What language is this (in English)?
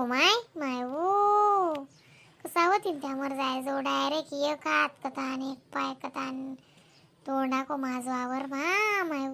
Khandesi